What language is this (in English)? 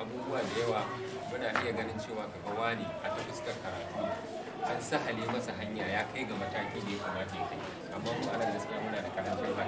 Hausa